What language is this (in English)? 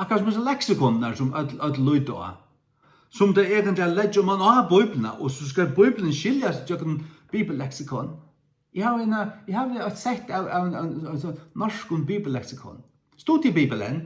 Faroese